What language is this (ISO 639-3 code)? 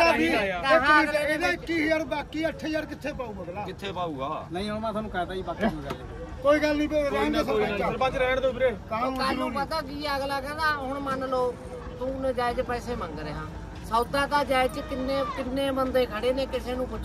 pan